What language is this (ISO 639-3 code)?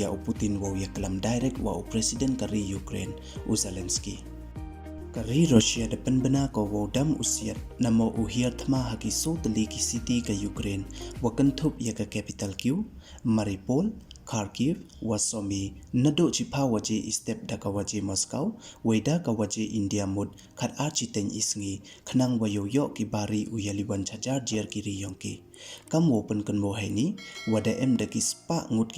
pbv